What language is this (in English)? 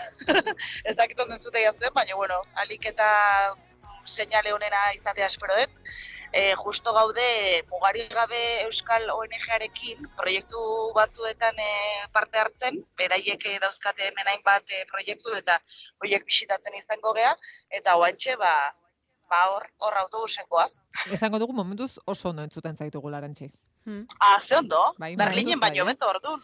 Basque